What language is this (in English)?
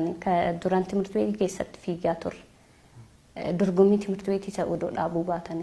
Oromo